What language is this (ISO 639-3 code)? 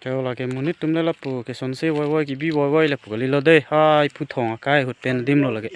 mjw